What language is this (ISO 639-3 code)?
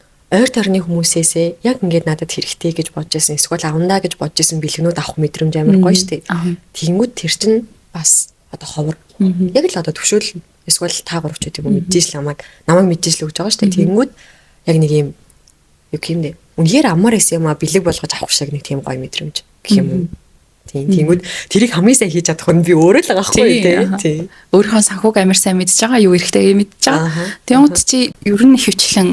mon